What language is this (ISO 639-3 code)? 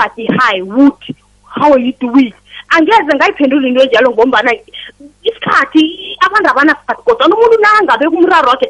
nbl